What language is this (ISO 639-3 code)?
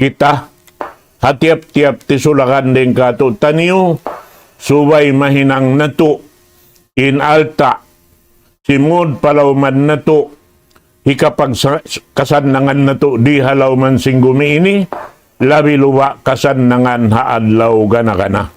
tsg